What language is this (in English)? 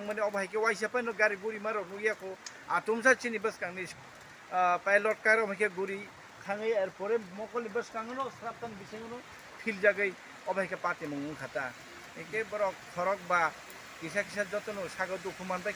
Kok Borok